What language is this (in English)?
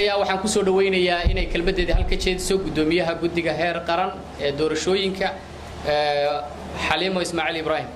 Somali